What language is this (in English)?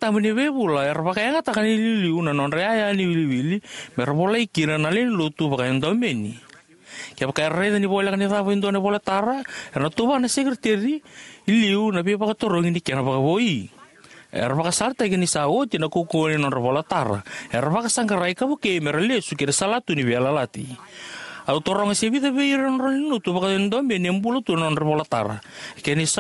Fijian